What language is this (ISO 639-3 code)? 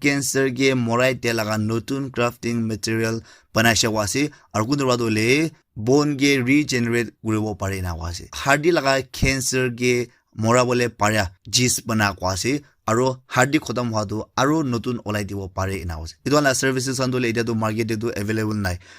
nag